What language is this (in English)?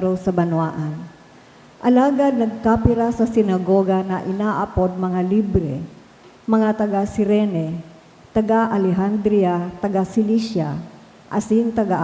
Bikol